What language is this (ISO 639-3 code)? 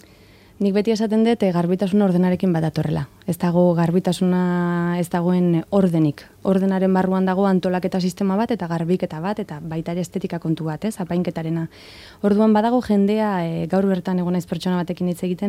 eus